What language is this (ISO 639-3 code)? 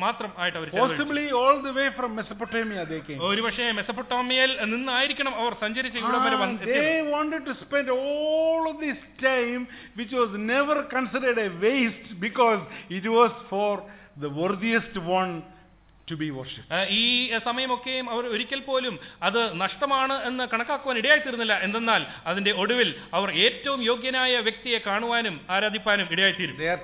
mal